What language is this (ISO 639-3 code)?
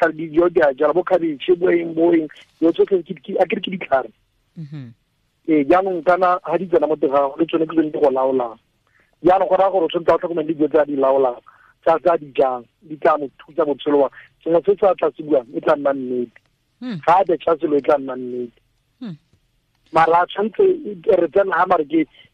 tsn